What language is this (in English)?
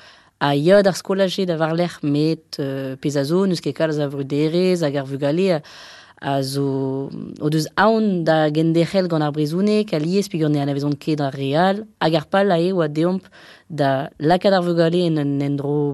Breton